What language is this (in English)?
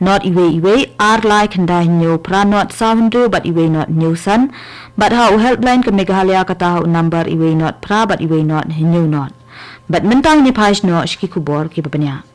Khasi